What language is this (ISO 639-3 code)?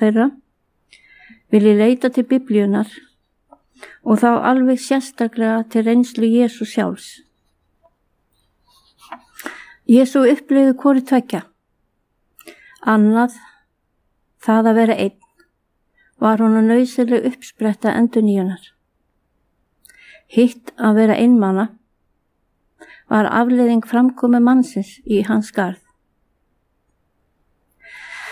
isl